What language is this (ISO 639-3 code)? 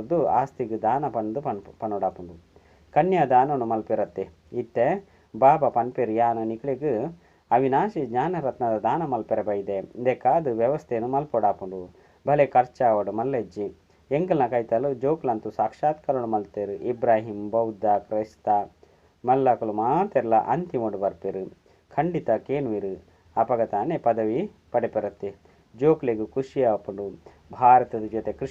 tcy